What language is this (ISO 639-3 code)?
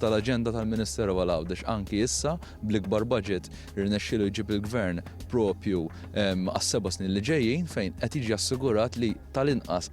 mlt